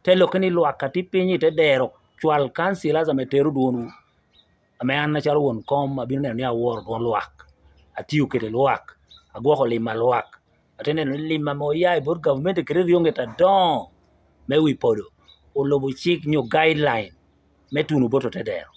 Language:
Lango (Uganda)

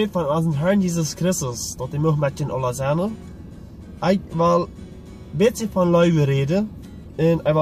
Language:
Plautdietsch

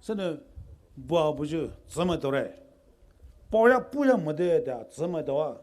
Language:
Poumei Naga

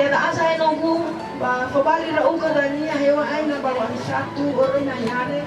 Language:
Nias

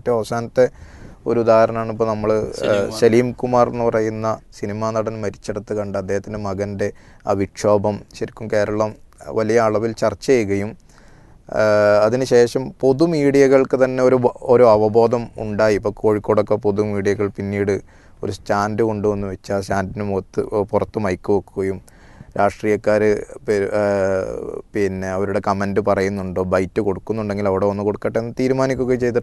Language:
Malayalam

